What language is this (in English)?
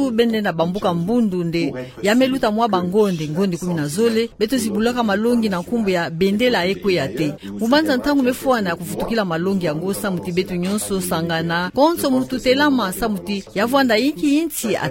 Kituba (Democratic Republic of Congo)